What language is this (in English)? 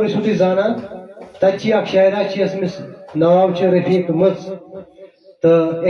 Kashmiri